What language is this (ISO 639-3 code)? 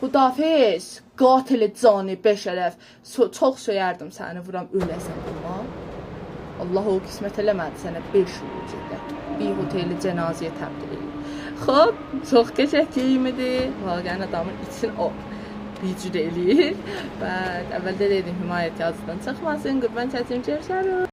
azb